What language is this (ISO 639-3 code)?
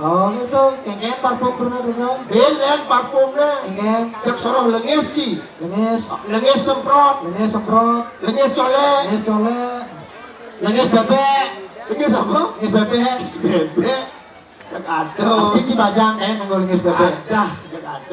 ban